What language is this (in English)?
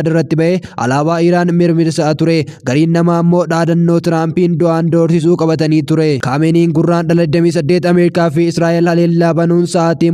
Oromo